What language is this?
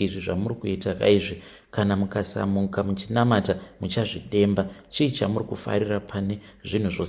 Shona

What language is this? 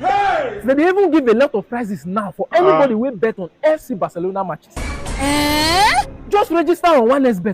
Nigerian Pidgin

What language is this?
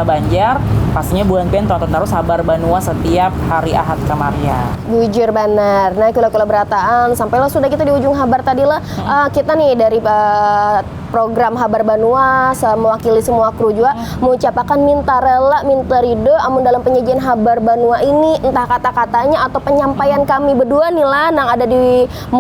Banjar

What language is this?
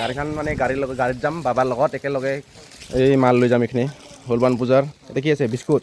Assamese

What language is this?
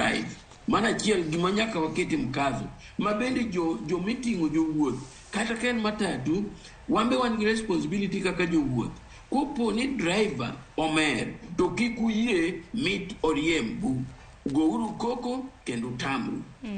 Luo (Kenya and Tanzania)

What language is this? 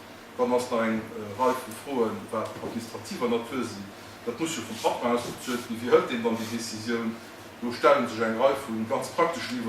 Luxembourgish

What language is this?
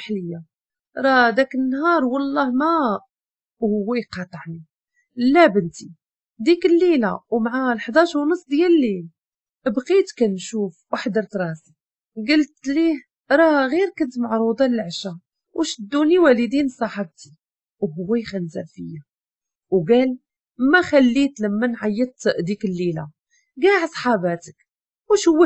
Moroccan Arabic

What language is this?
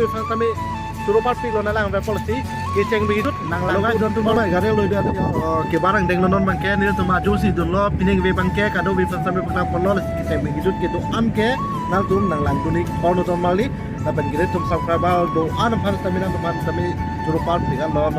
Karbi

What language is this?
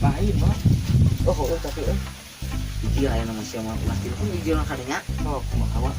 Sundanese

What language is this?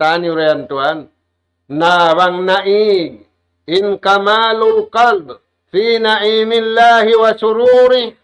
Tausug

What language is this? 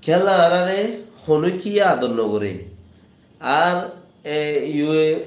Rohingya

